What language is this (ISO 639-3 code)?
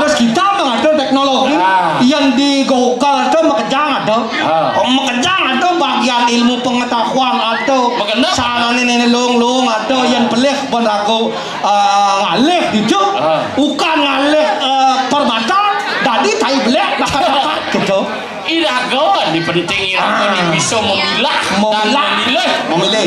ban